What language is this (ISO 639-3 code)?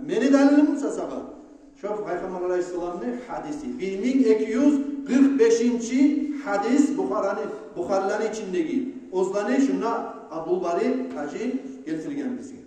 kum